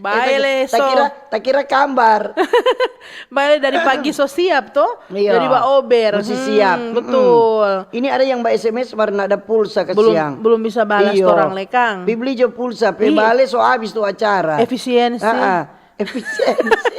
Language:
Manado Malay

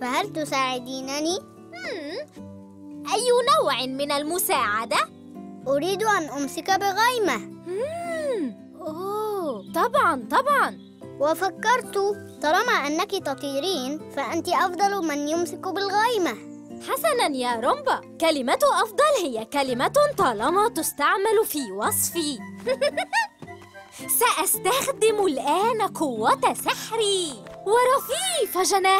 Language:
Arabic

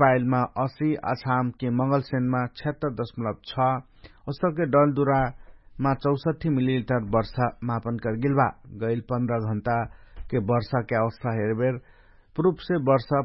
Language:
Dangaura Tharu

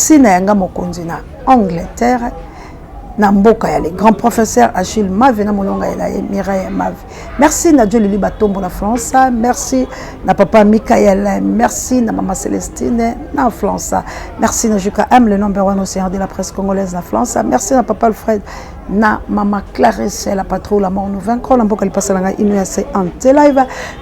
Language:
Lingala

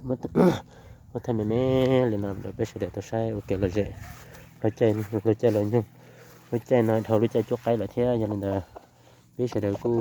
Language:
Hmong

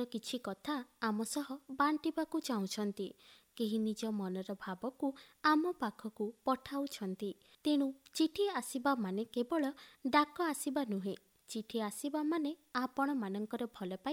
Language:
Odia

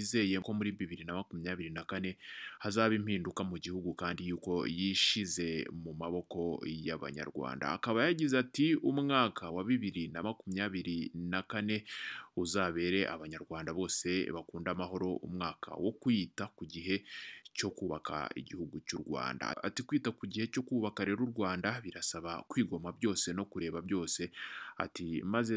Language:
Kinyarwanda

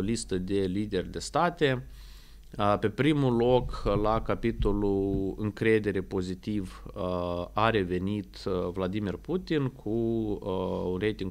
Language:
Romanian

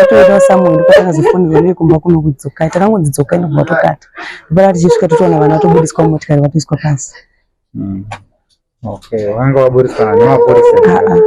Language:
Shona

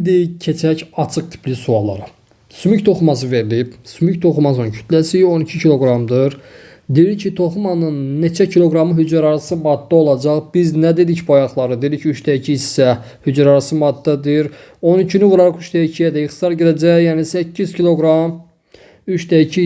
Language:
Azerbaijani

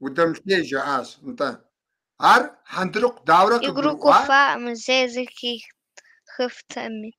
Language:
Kabardian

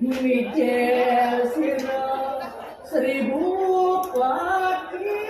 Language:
Balinese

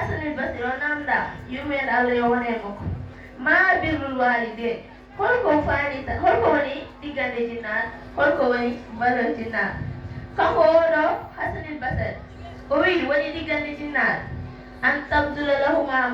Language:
Fula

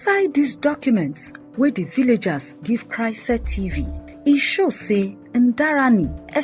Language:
Nigerian Pidgin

